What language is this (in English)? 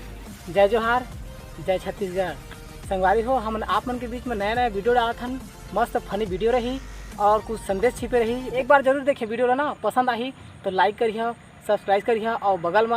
Chhattisgarhi